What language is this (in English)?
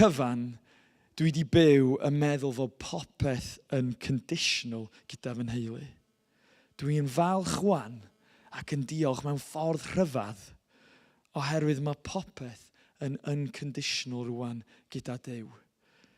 Welsh